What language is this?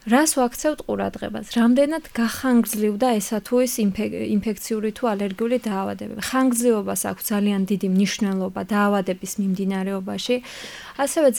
Georgian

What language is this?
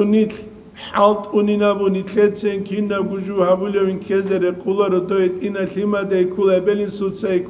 Avaric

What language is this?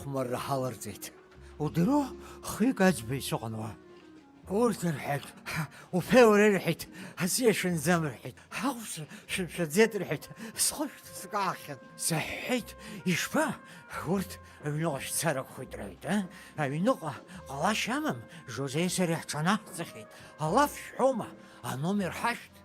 Abkhazian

